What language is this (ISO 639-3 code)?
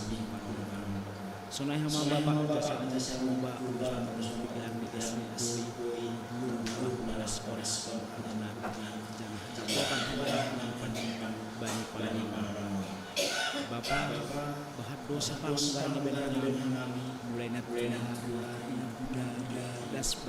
bts